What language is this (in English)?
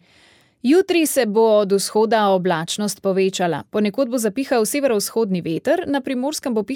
Slovenian